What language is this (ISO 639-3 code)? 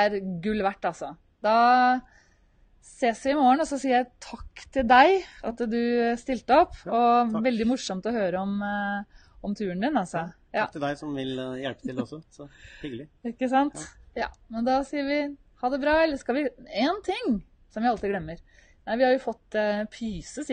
nor